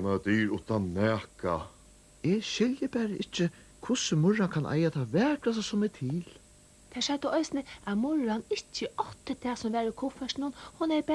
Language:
Faroese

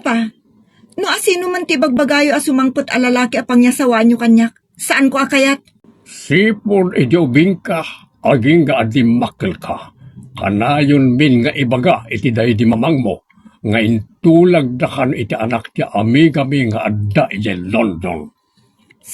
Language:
Iloko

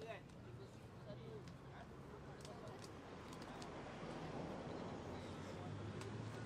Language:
Malay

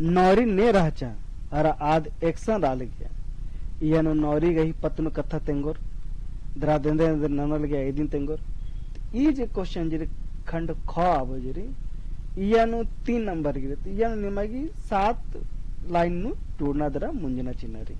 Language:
Kurukh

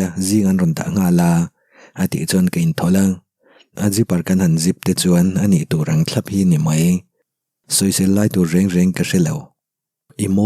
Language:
Mizo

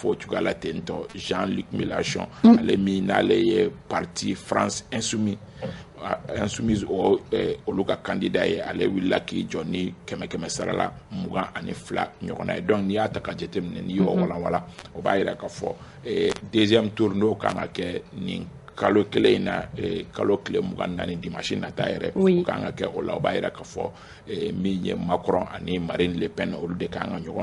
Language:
Bambara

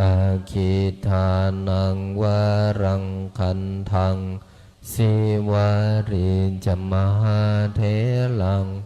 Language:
Pali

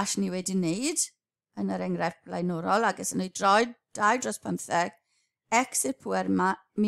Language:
Welsh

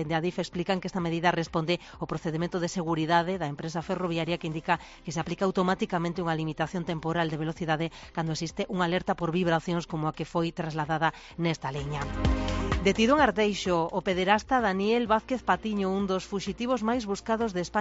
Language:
Galician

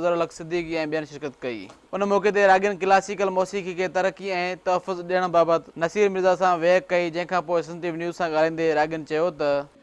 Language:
Sindhi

